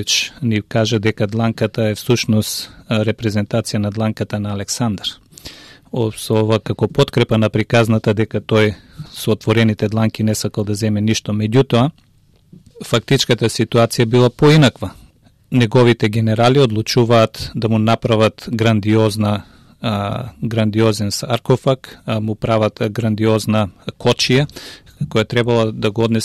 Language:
Macedonian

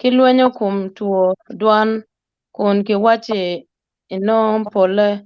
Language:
Acoli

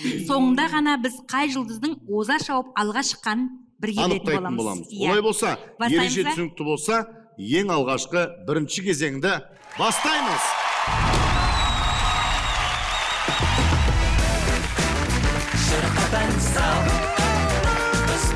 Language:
Kazakh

